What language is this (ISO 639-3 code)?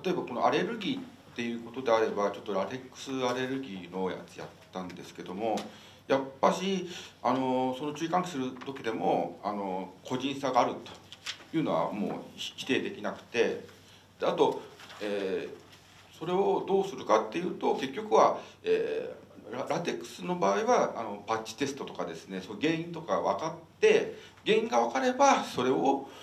jpn